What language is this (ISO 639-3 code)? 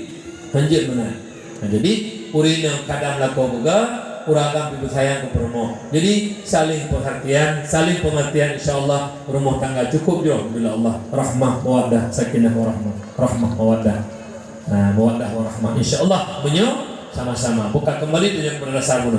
ace